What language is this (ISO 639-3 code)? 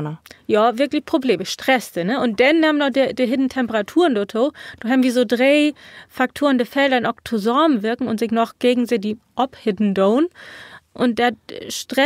nds